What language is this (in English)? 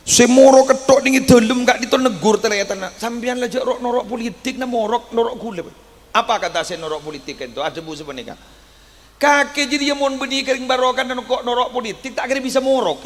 Madurese